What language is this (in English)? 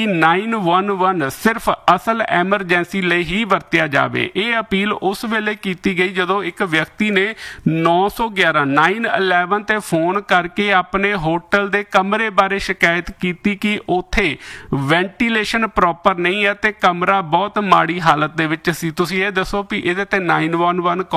Punjabi